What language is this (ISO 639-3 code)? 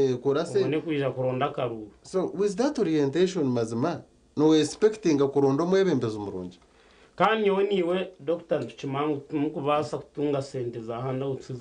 nyn